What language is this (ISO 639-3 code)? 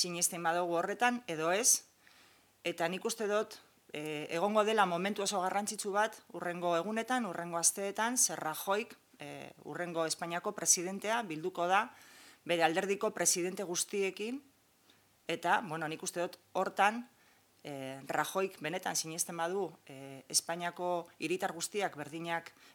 eus